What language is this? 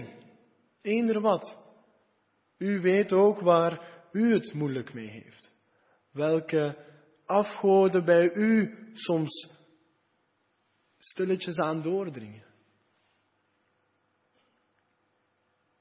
Dutch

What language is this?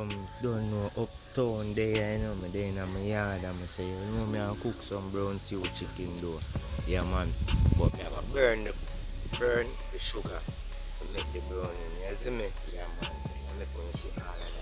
Jamaican Creole English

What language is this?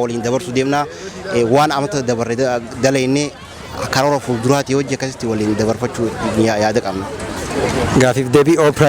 Oromo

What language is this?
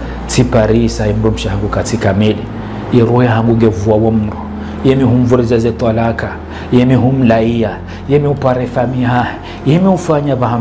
Ngazidja Comorian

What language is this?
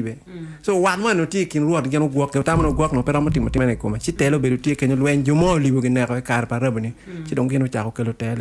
Acoli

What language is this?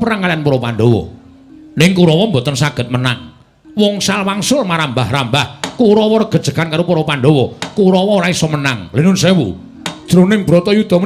Javanese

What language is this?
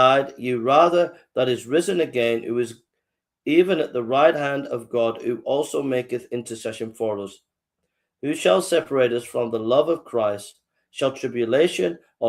English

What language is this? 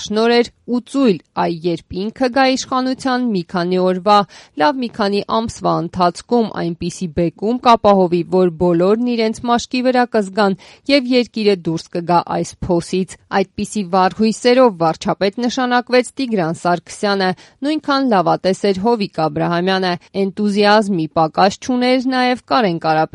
Armenian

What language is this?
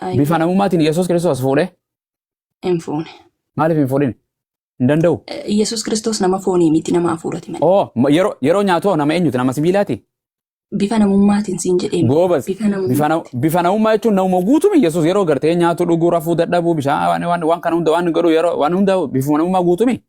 Oromo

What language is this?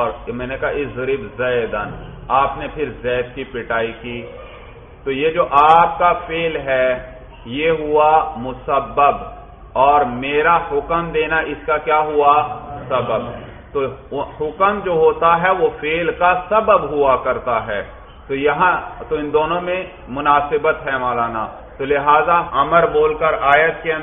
Urdu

